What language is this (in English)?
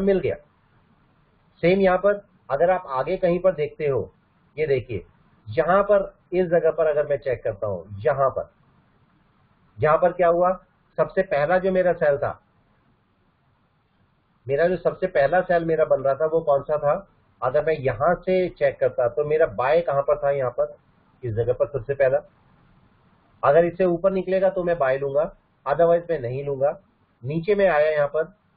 Hindi